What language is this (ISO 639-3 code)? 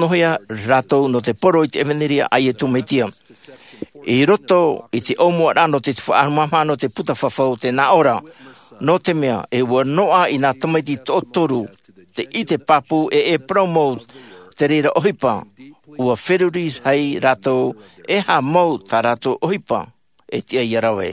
tah